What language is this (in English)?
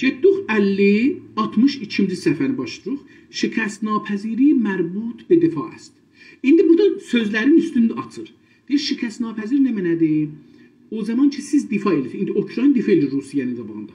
South Azerbaijani